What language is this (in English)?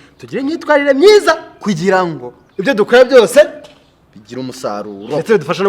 Kinyarwanda